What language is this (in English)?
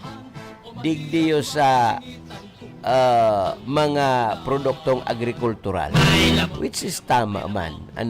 Bikol